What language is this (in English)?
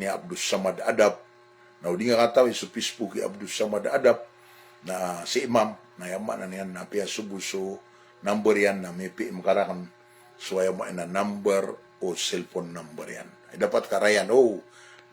Maranao